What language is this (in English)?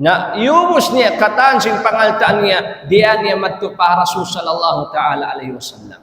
Tausug